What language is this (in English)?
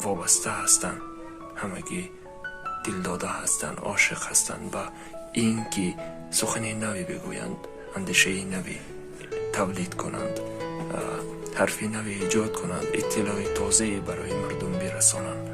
Tajik